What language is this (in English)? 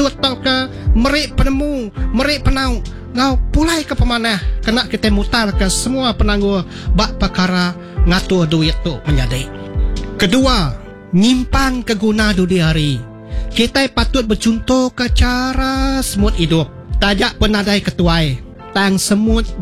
Iban